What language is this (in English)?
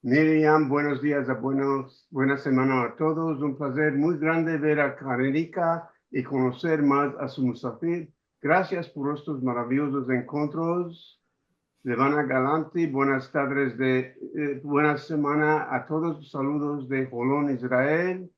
Ladino